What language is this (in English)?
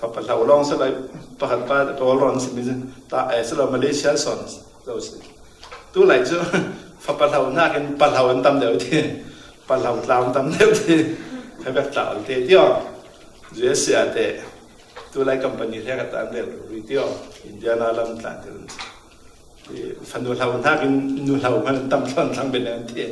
Falam Chin